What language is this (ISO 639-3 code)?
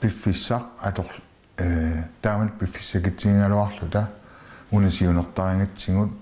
kal